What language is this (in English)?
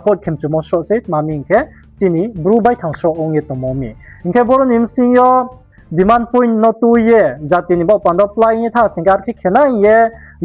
Riang (India)